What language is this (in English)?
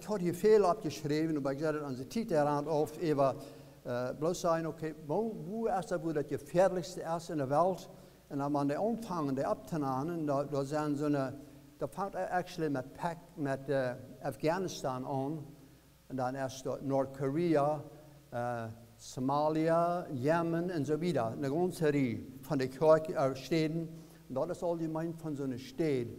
Plautdietsch